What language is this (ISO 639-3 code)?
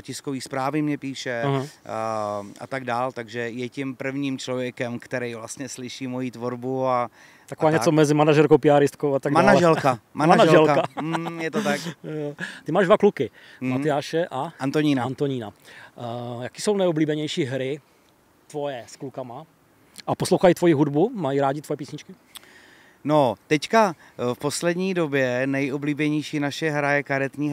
ces